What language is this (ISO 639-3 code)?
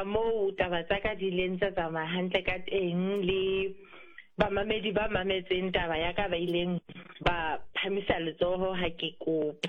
sot